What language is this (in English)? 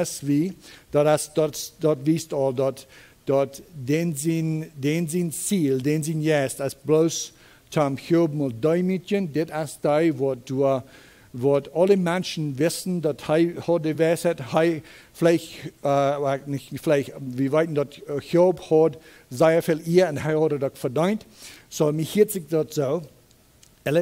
Plautdietsch